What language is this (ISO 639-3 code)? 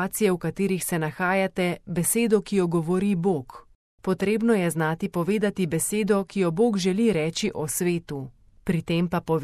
slv